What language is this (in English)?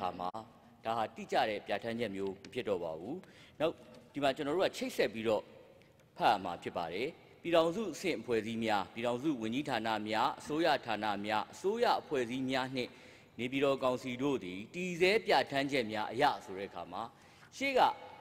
Burmese